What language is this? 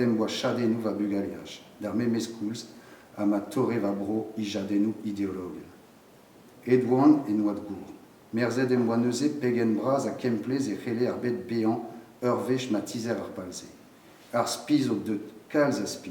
Breton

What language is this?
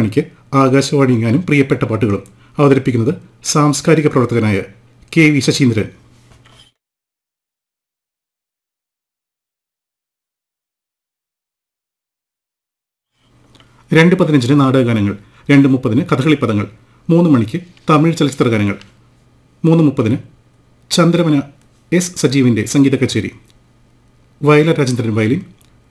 Malayalam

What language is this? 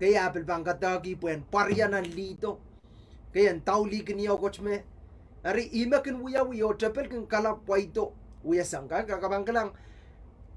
Pohnpeian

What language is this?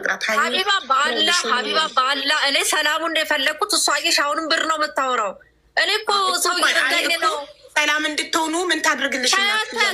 Amharic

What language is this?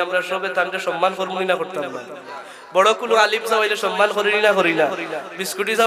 Sylheti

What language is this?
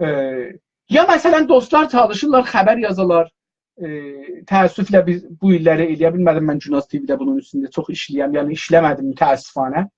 South Azerbaijani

